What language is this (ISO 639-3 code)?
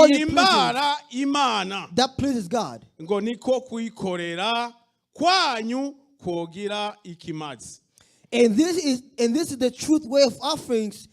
run